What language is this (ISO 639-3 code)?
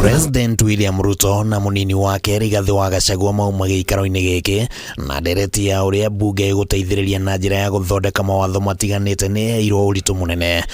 kik